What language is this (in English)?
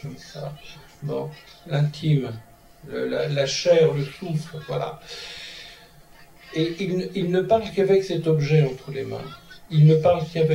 French